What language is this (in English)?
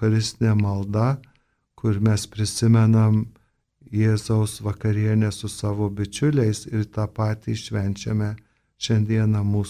Lithuanian